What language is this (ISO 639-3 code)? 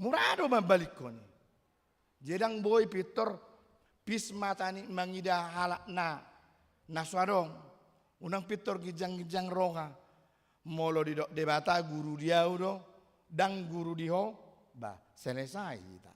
bbc